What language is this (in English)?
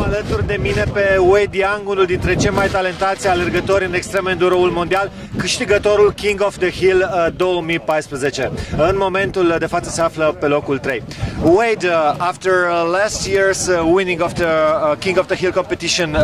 Romanian